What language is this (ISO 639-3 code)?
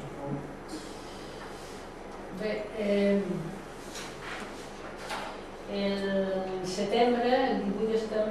cat